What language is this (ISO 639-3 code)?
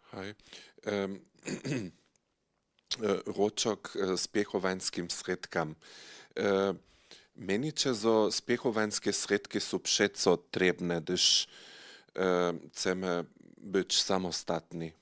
hsb